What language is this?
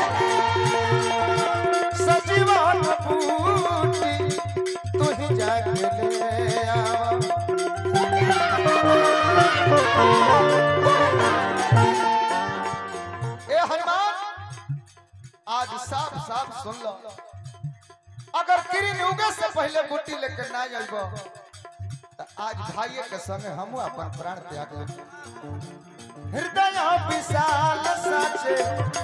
Bhojpuri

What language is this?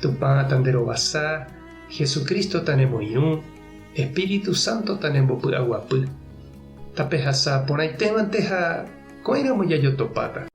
Guarani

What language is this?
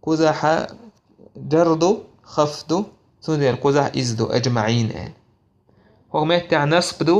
Chechen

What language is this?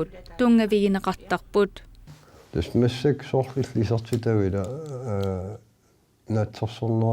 Kalaallisut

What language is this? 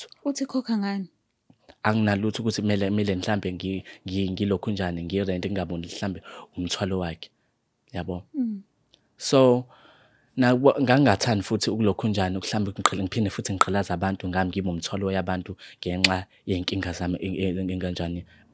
Zulu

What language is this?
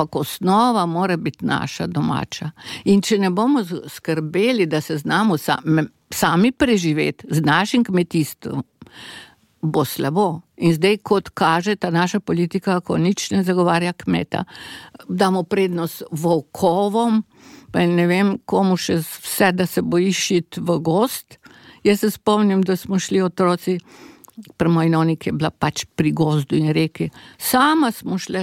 Slovenian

